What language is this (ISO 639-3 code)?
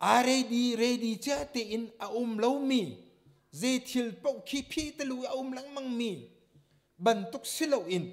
cnh